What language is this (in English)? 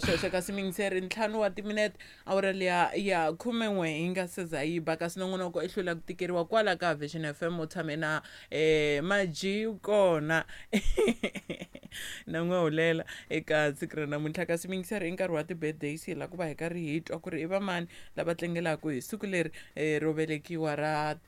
Tsonga